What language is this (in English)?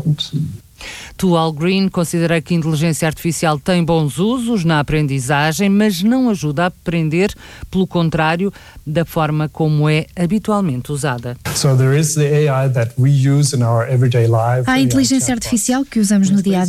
Portuguese